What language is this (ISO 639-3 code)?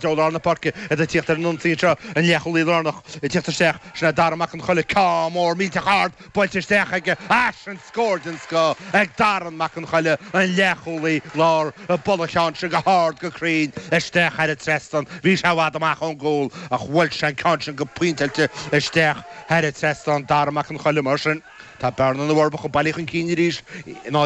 gle